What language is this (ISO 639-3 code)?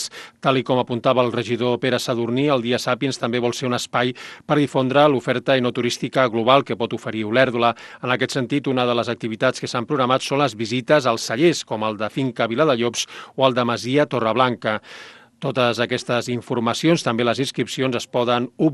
cat